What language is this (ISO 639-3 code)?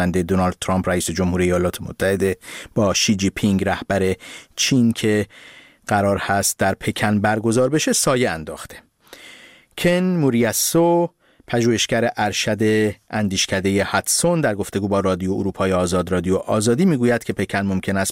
fas